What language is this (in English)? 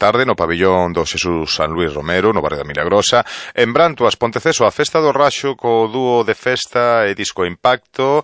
Galician